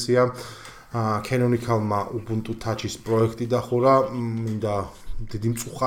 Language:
Georgian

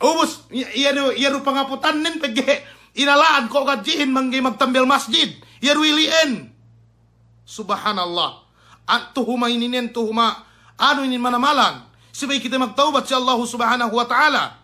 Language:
Yakan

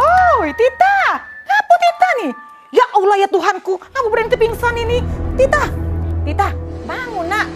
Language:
Musi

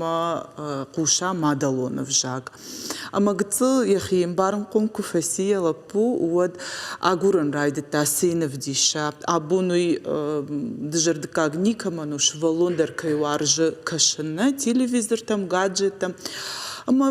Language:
Ossetic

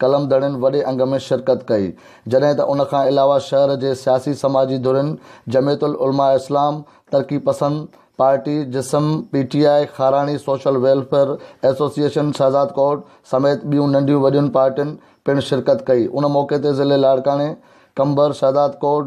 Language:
Sindhi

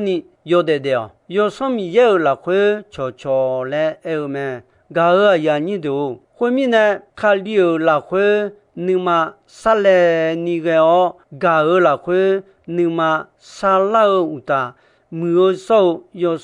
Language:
Akha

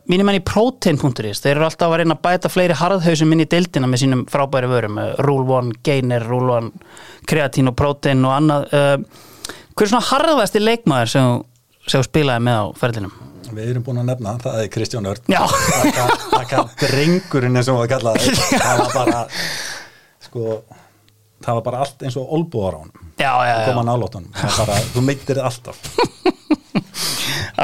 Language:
Icelandic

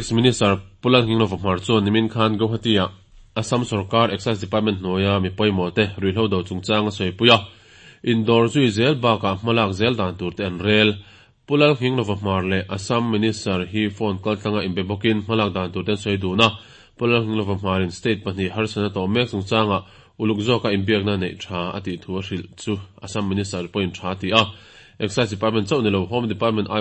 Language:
Mizo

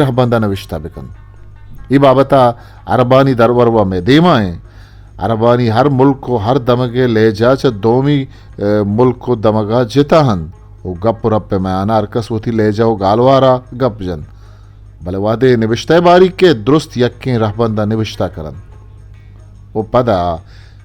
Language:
Eastern Balochi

